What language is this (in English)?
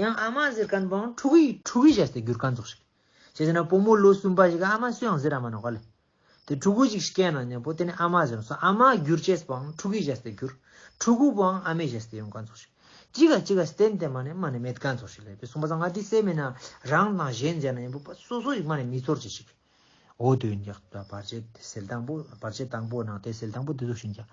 Ladakhi